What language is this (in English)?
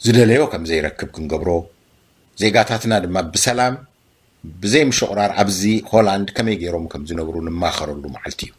Tigrinya